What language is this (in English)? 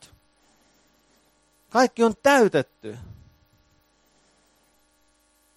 Finnish